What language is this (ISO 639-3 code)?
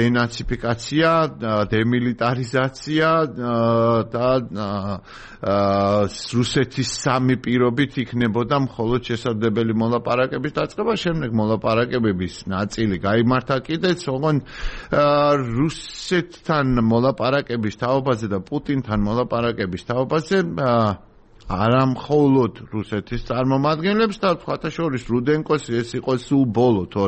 kat